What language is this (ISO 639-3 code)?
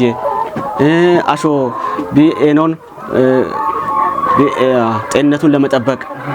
kbr